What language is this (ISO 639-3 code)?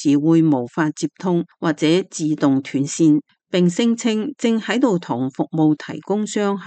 yue